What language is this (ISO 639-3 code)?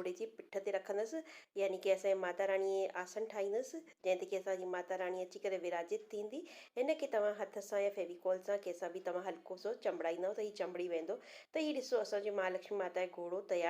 snd